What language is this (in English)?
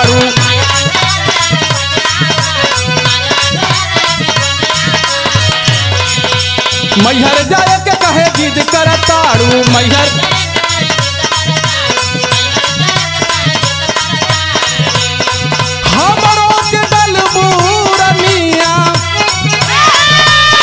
Bhojpuri